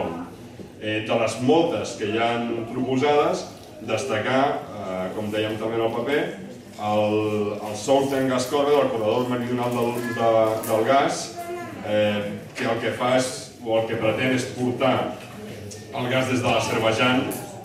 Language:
Catalan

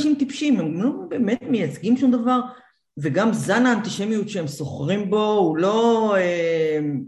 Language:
Hebrew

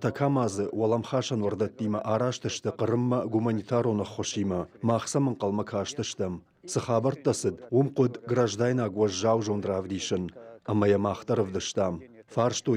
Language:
Ossetic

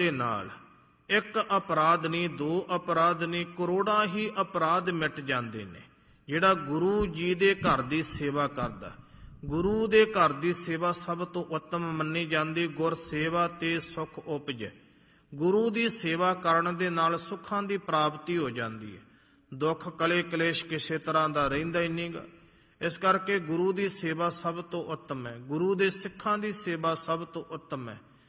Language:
Punjabi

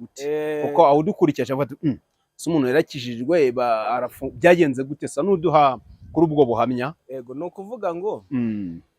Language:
Kinyarwanda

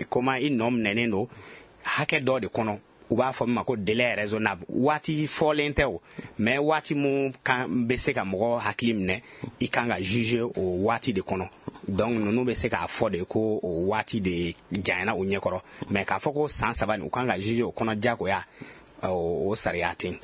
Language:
Bambara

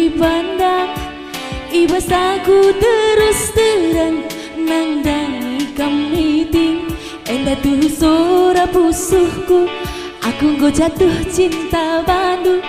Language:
Batak Karo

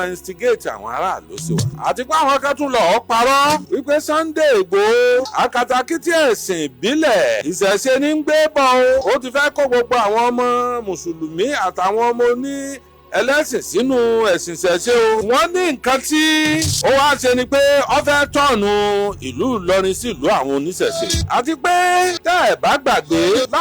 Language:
Yoruba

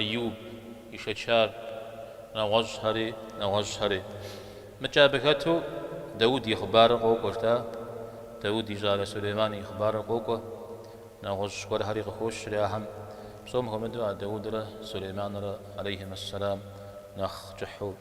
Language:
Kabardian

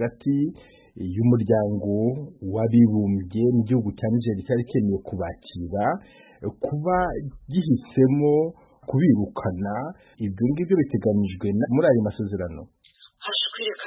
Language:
Kinyarwanda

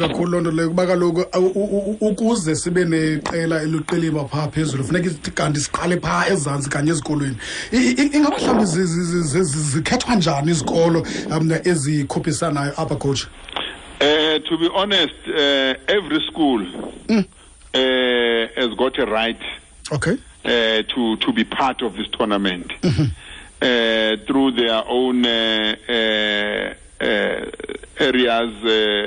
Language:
Xhosa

